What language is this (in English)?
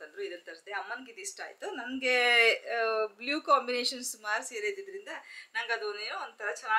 Kannada